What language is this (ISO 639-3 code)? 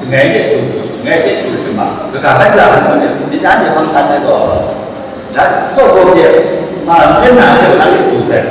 kac